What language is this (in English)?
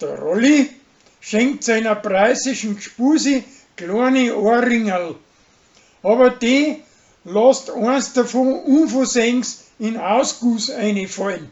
Bavarian